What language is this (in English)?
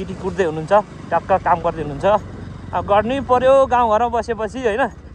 Nepali